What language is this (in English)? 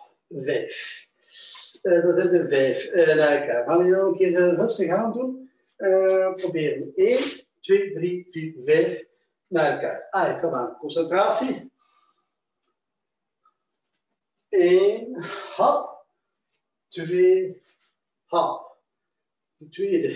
Dutch